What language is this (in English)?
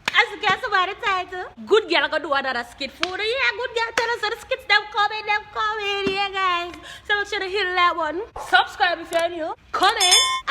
Jamaican Creole English